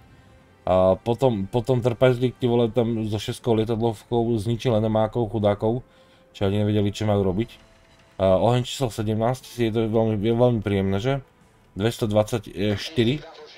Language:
Slovak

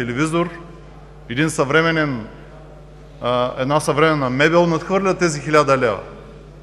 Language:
Bulgarian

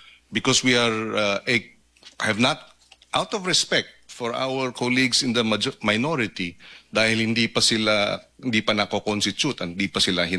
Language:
Filipino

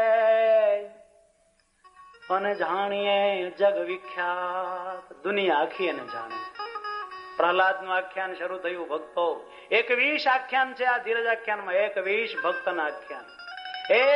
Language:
Gujarati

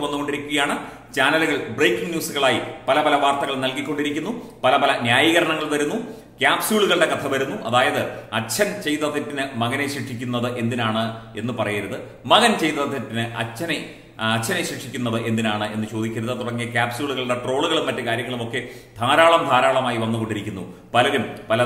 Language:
Malayalam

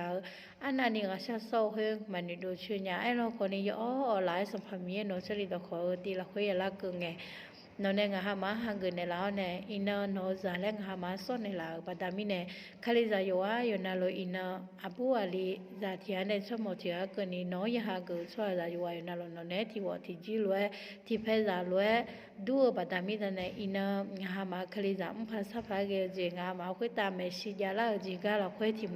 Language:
Akha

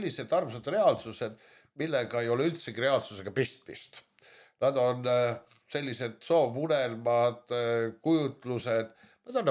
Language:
Estonian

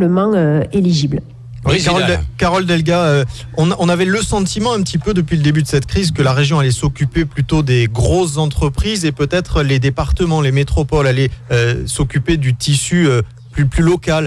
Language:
French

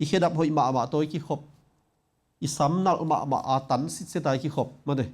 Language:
Tedim Chin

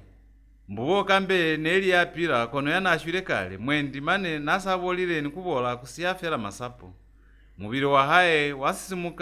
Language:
Lozi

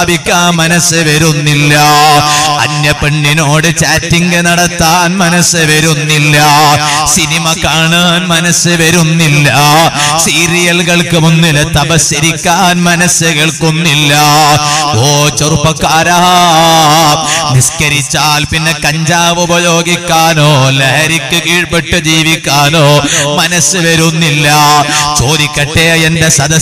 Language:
Malayalam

